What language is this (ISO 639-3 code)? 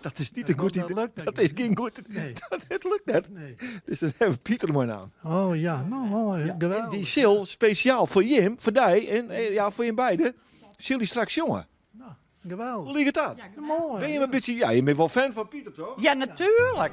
fry